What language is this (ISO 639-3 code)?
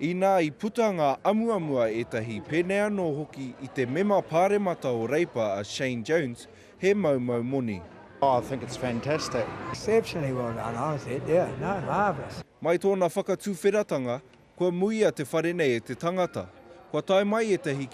mri